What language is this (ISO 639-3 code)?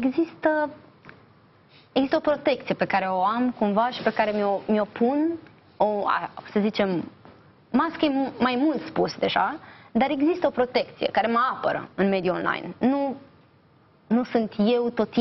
ron